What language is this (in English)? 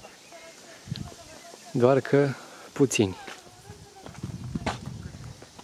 Romanian